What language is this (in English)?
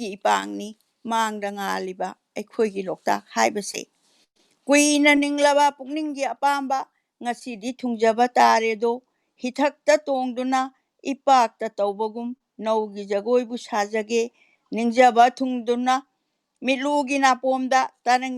Manipuri